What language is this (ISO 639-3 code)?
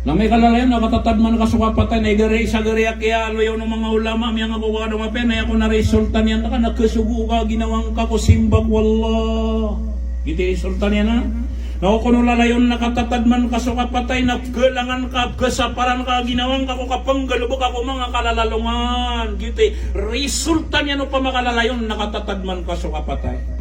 mrw